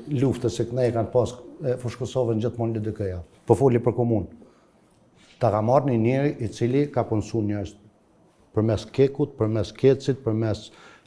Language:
Albanian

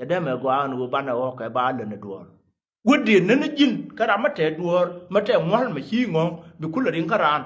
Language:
Nuer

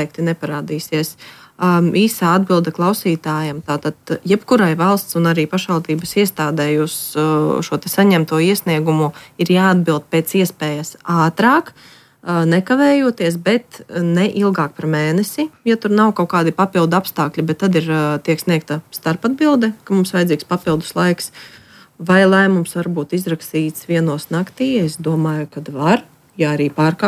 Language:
Latvian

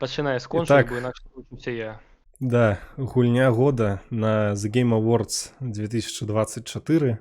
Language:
Belarusian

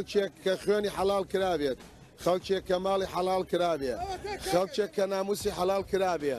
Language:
Kurdish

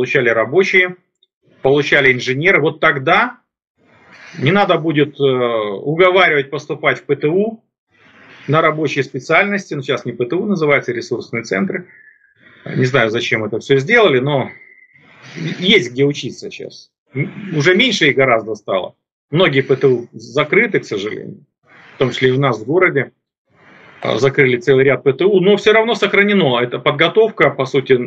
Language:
Russian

